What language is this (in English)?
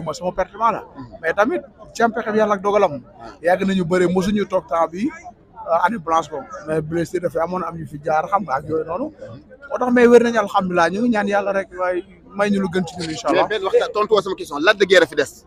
Wolof